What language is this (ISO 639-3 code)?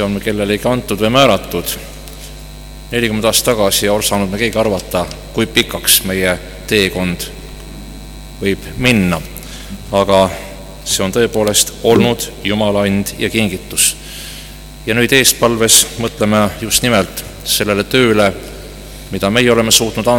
est